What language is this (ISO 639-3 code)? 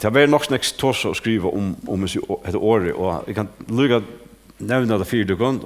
fao